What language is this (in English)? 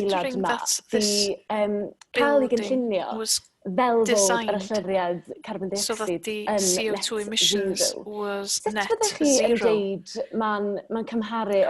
Welsh